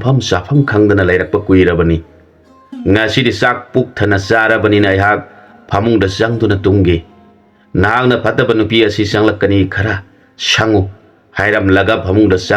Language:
Manipuri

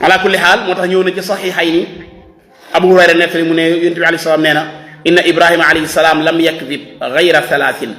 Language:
Wolof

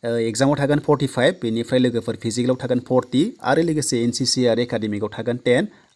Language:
Bodo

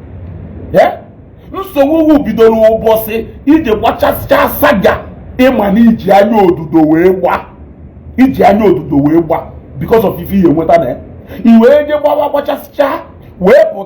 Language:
Igbo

